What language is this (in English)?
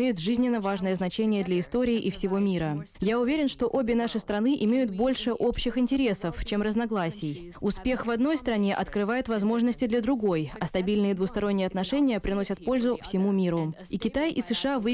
Russian